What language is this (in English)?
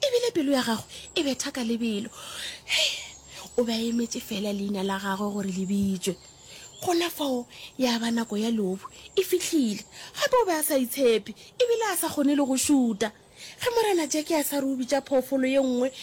Northern Sotho